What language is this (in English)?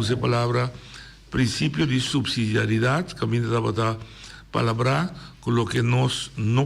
Papiamento